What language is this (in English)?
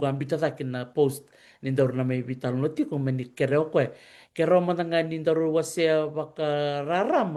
Fijian